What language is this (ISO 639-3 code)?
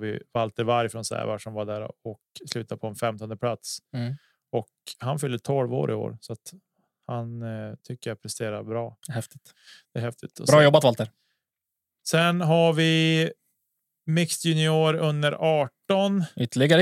swe